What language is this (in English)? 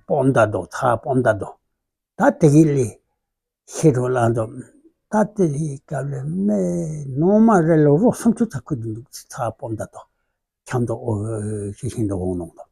Tibetan